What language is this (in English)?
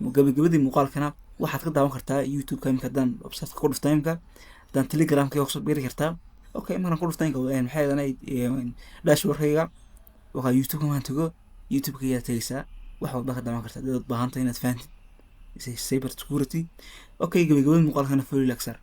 Somali